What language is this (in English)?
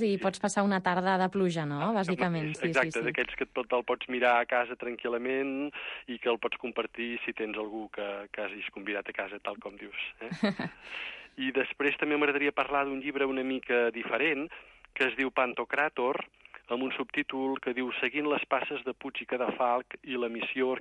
Catalan